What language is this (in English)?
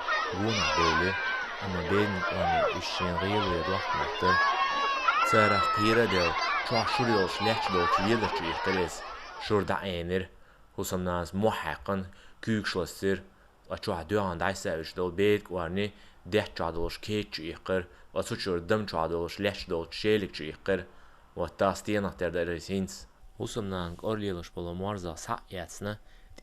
Chechen